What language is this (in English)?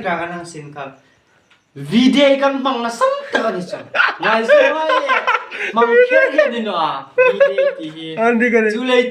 Hmar